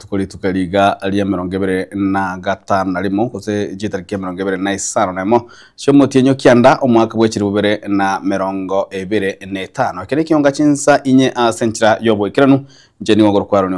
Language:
Gusii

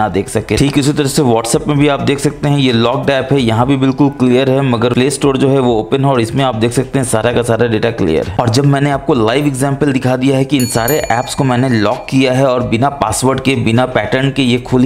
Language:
Hindi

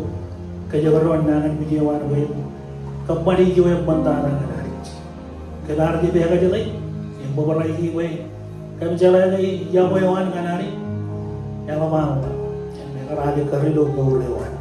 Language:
Marshallese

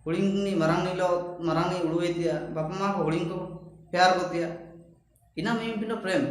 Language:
Ho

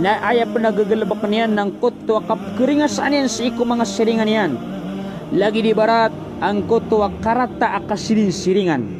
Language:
Maranao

